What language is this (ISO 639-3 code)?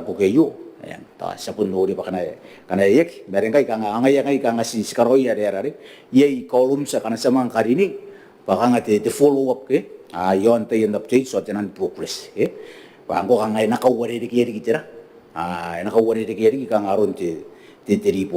gil